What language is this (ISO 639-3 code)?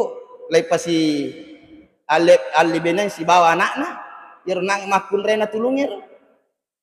bug